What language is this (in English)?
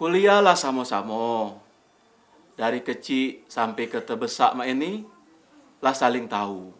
Musi